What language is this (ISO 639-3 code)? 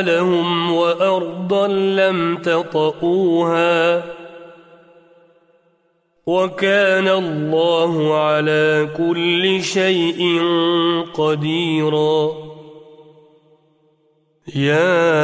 ara